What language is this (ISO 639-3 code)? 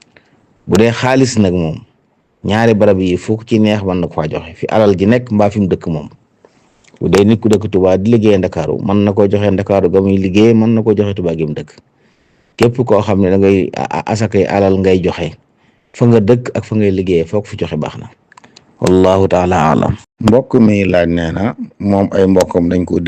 wol